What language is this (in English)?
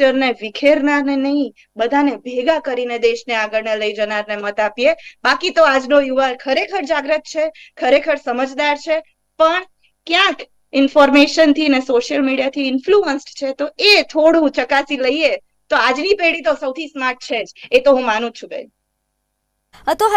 Gujarati